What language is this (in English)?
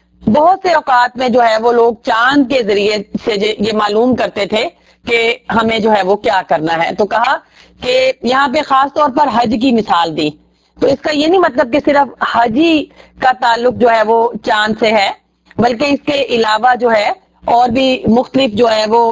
Urdu